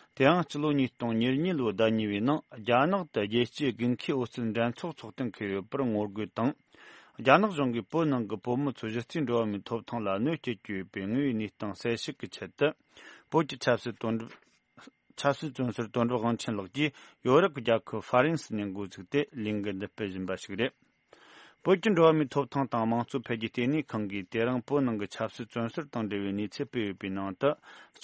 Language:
Tibetan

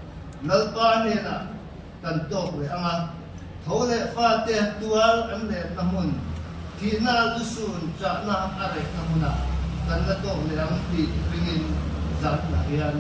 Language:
Mizo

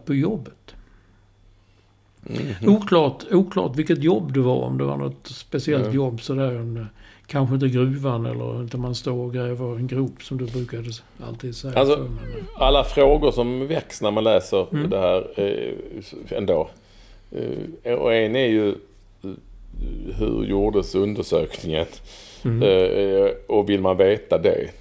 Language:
Swedish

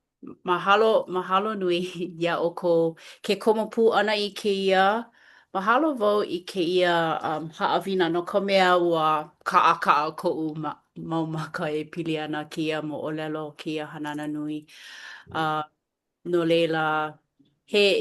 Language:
Hawaiian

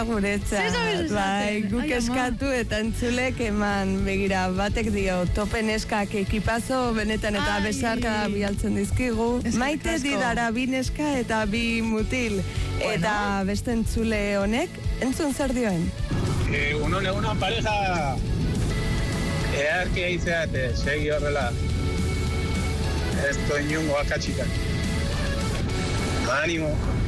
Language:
Basque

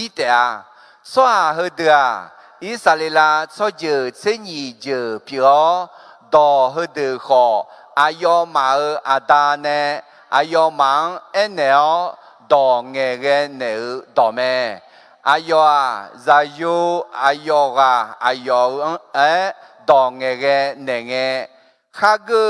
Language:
Akha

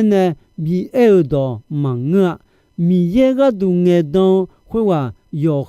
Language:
Akha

